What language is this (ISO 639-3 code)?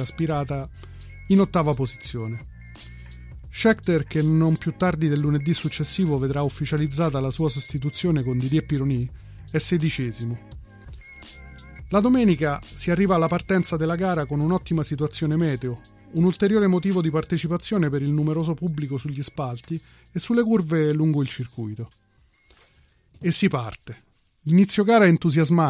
ita